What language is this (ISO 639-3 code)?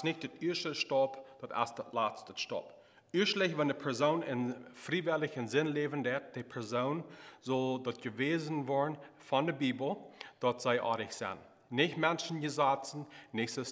pdt